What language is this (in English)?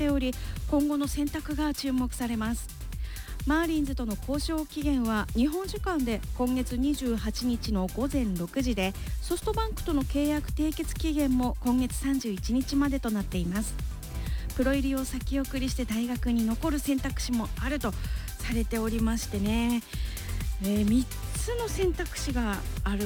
Japanese